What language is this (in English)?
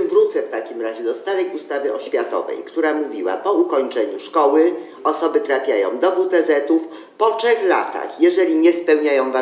Polish